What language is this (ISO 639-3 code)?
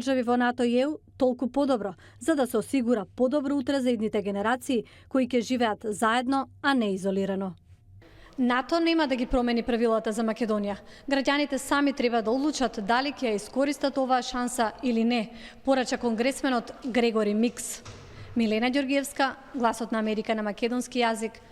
mkd